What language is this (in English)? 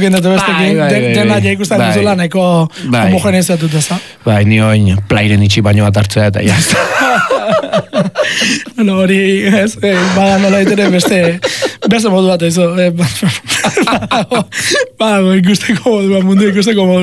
Basque